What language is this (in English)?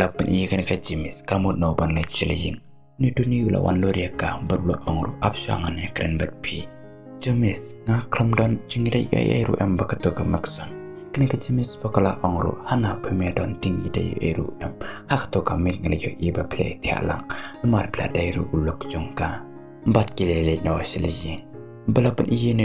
Khasi